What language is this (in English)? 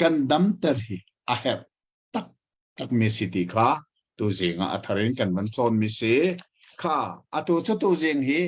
Hakha Chin